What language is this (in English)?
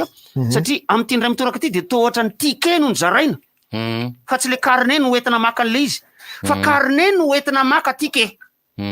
Malagasy